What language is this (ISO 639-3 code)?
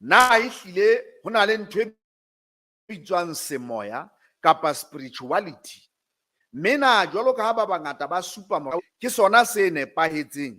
sot